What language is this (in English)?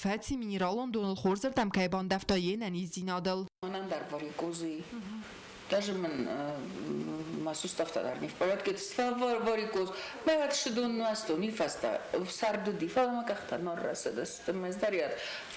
Ossetic